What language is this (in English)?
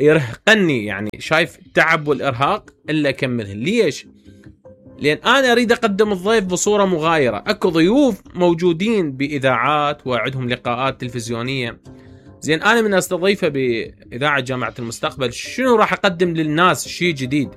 Mesopotamian Arabic